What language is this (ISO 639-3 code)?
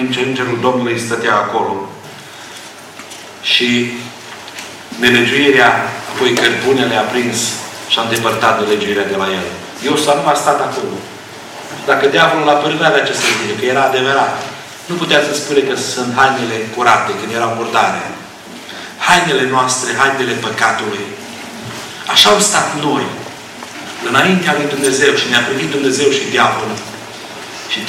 ron